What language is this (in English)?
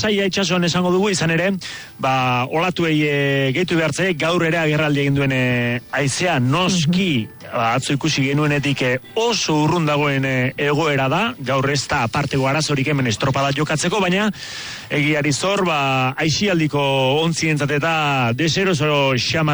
Basque